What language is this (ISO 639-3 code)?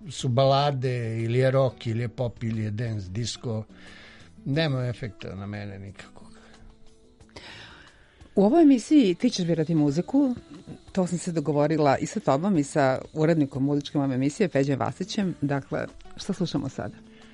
srp